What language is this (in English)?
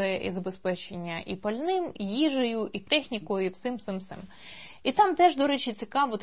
Ukrainian